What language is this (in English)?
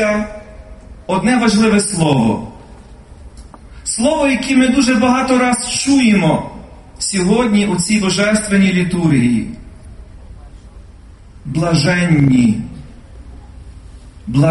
Ukrainian